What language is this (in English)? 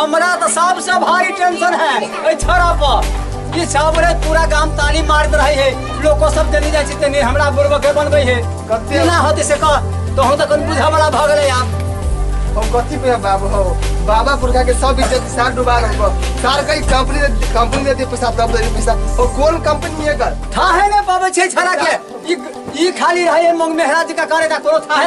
Maithili